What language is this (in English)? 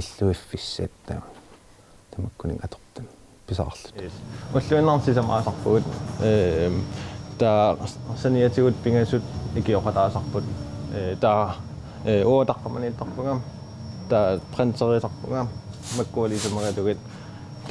Kalaallisut